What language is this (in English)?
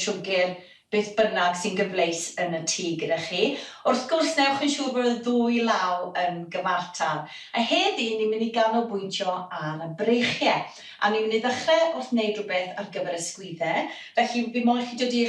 Welsh